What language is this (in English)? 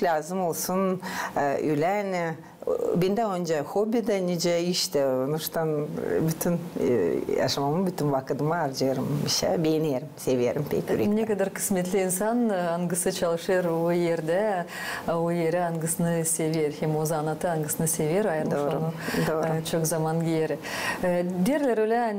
Gagauz